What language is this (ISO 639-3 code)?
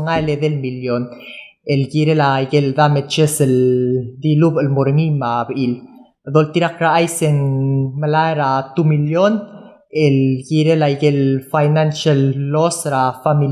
pau